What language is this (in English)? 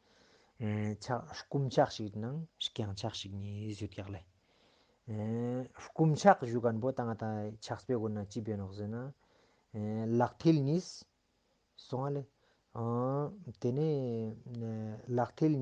Ladakhi